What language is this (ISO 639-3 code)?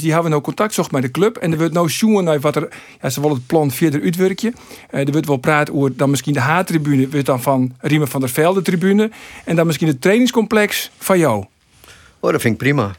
fry